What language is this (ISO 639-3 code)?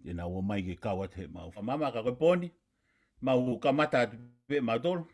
ton